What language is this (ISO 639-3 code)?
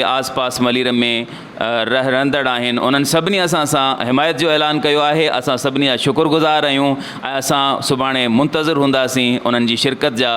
snd